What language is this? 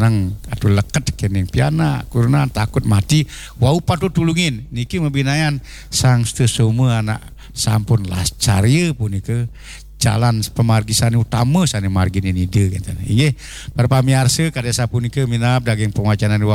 Balinese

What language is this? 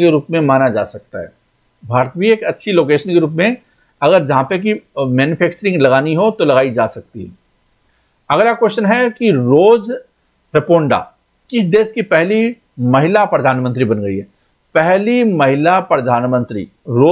Hindi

